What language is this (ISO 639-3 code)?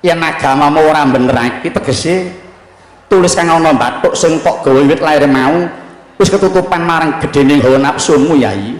jav